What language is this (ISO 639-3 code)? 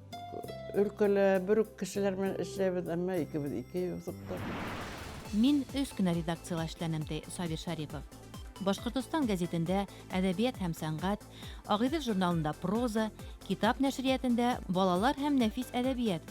bak